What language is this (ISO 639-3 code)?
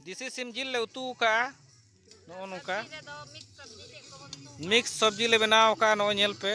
sat